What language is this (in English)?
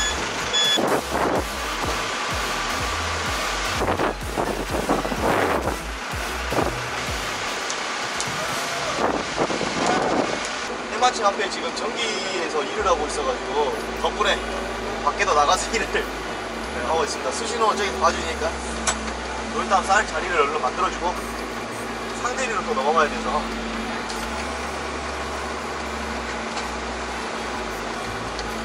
Korean